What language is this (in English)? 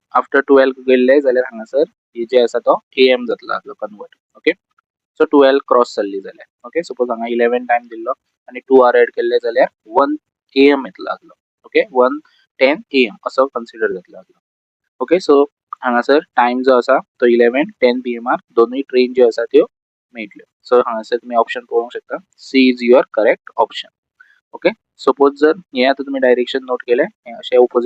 Konkani